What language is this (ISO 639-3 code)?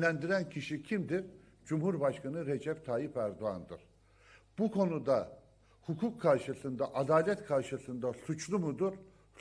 tur